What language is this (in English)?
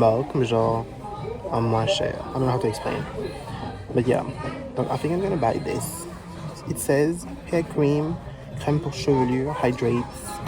Morisyen